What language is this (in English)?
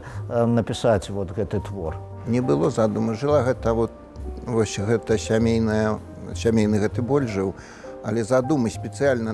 Belarusian